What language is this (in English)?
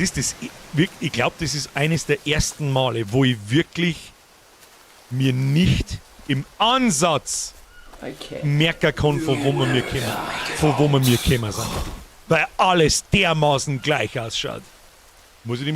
Bavarian